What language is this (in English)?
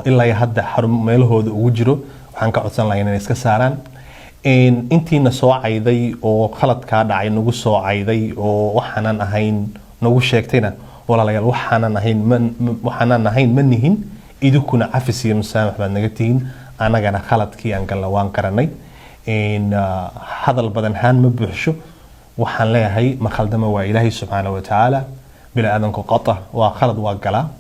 Somali